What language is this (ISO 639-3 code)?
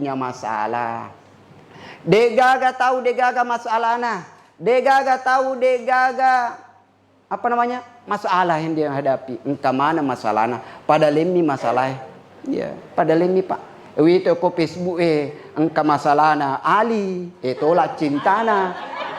bug